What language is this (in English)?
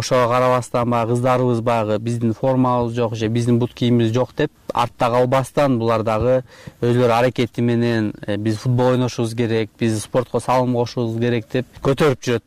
Kyrgyz